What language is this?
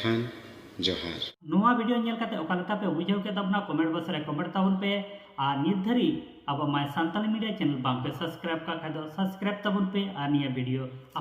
Santali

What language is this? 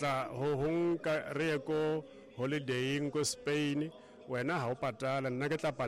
Southern Sotho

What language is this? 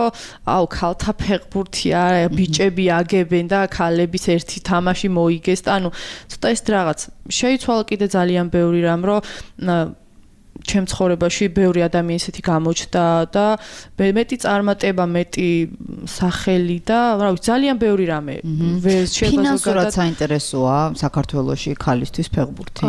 Georgian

